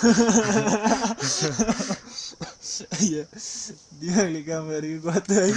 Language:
Nepali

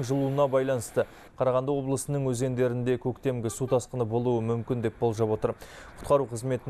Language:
Kazakh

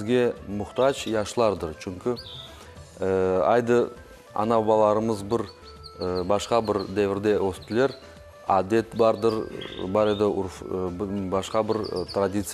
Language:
Crimean Tatar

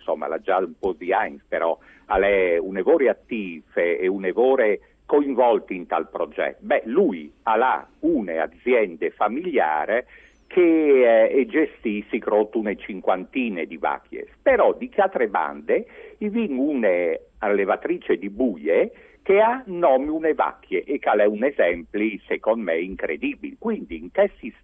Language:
Friulian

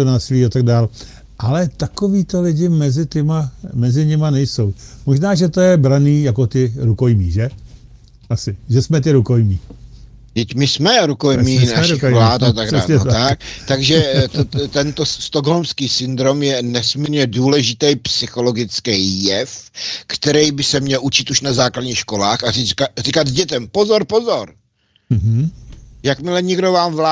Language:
Czech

